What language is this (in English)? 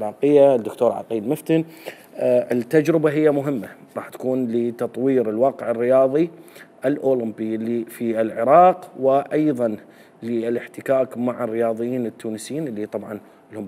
Mesopotamian Arabic